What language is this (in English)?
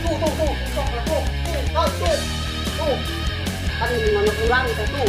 Sundanese